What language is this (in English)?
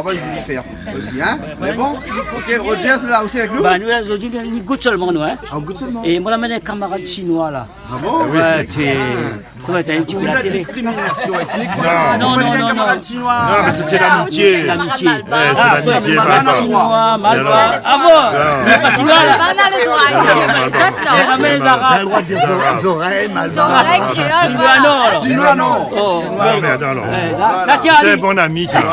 Réunion Creole French